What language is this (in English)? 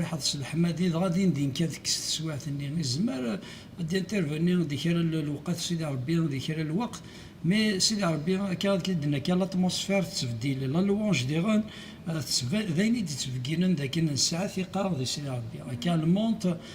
Kabyle